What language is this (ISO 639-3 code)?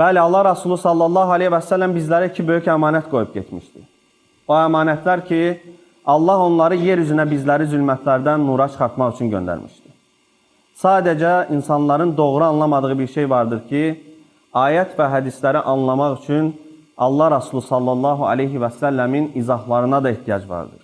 aze